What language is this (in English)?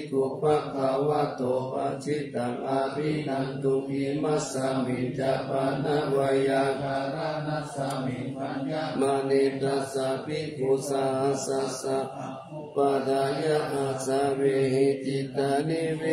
Pali